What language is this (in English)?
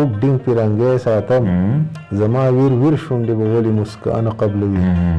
Pashto